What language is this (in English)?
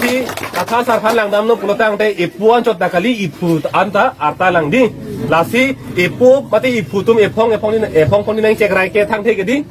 Karbi